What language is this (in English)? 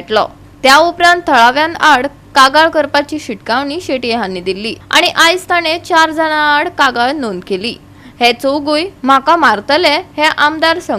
Konkani